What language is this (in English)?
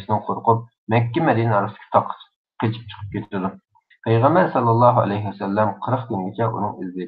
Uyghur